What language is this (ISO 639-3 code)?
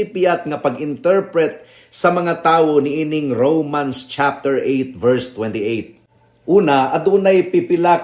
ceb